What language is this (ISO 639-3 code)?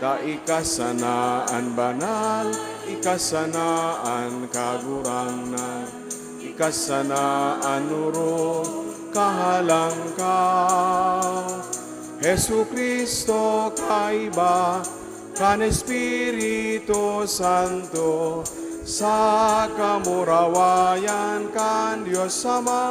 bik